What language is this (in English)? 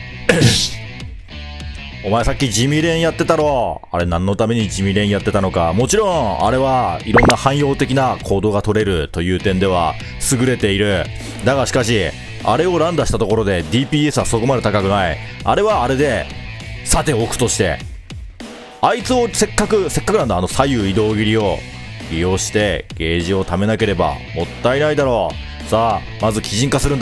Japanese